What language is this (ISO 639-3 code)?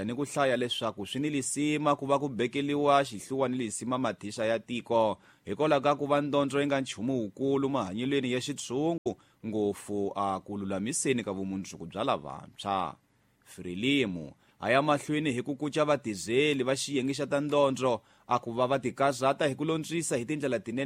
tso